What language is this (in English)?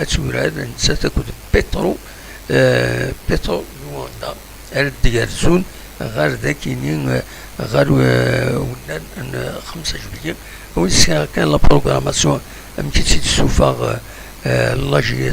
Kabyle